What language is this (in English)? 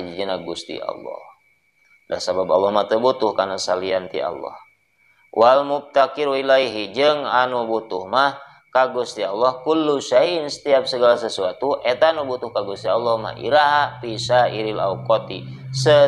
Sundanese